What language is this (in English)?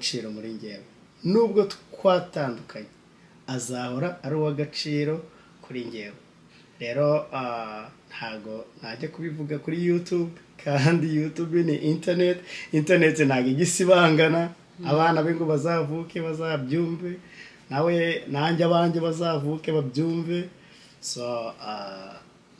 Kinyarwanda